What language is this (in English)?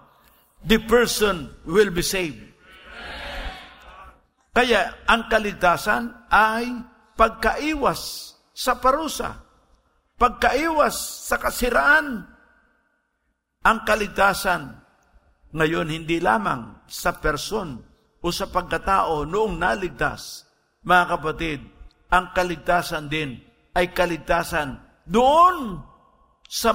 Filipino